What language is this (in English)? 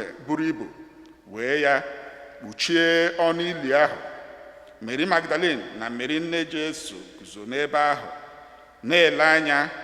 Igbo